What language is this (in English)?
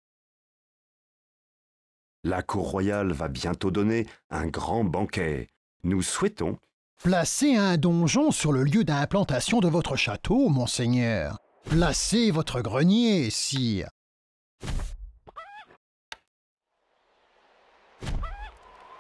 French